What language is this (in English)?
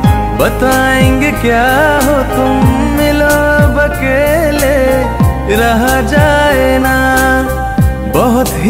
Hindi